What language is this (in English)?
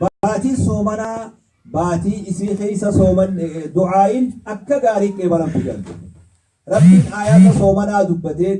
Oromo